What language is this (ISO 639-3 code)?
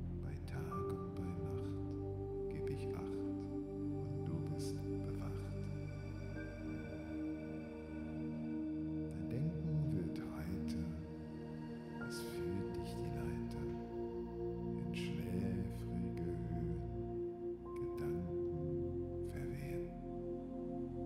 deu